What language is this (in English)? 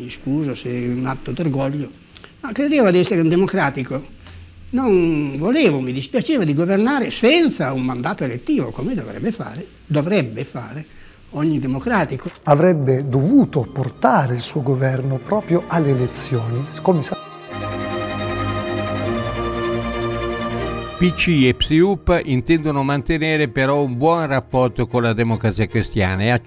Italian